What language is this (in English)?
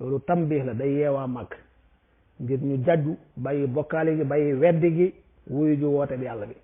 Wolof